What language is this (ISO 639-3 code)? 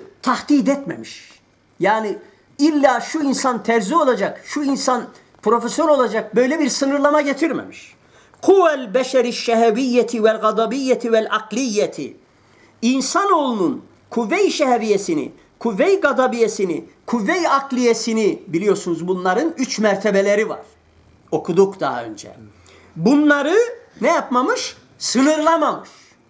tur